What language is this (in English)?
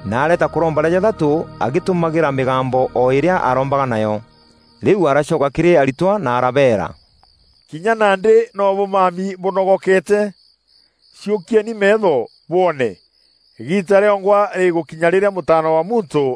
Meru